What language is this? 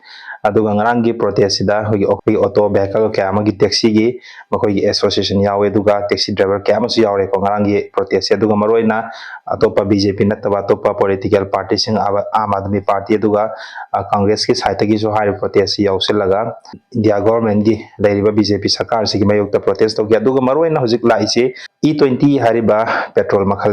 Manipuri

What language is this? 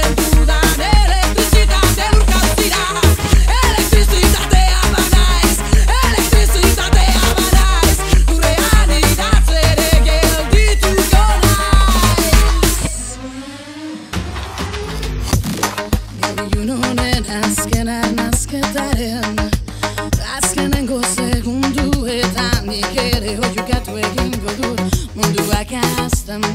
Basque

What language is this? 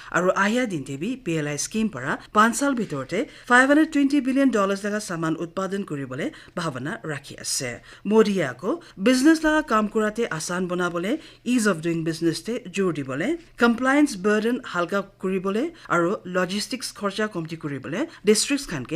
Naga Pidgin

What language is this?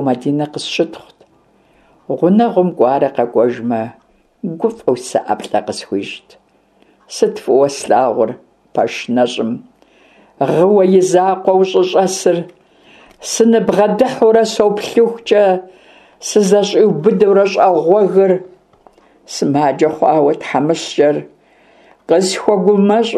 Kabardian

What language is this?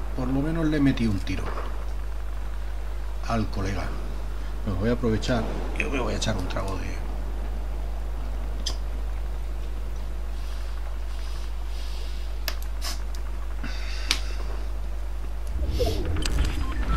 Spanish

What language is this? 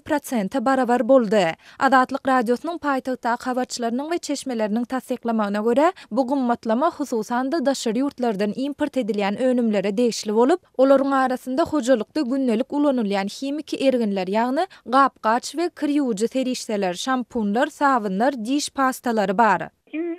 Turkmen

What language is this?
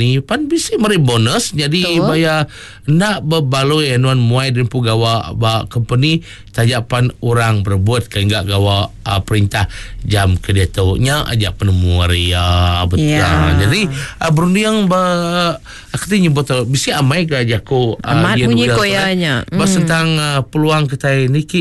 Iban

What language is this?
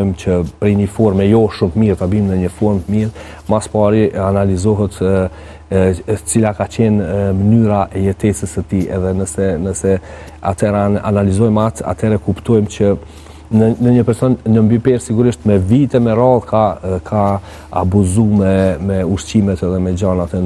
Albanian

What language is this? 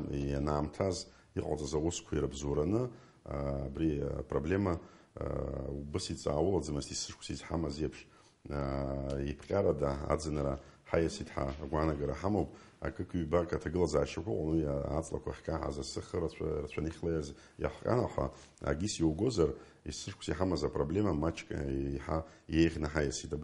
Abkhazian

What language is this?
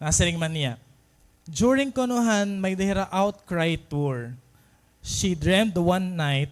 Waray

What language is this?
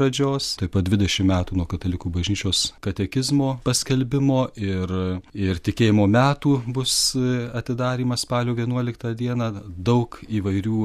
Lithuanian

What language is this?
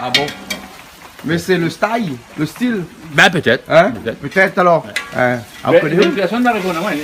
Réunion Creole French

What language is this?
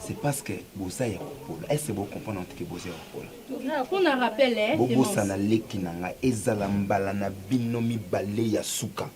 Lingala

